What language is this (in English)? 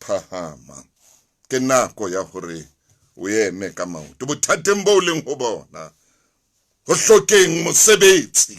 Southern Sotho